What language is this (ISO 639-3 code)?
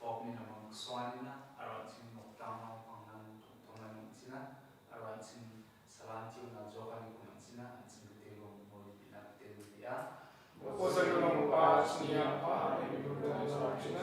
grt